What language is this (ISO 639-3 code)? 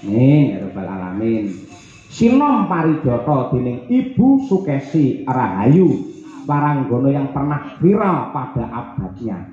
jav